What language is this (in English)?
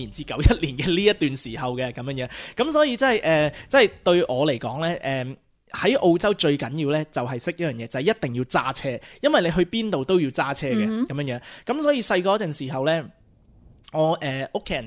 Cantonese